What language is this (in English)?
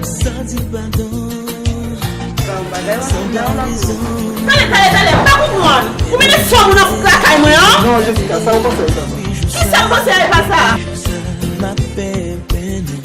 Haitian Creole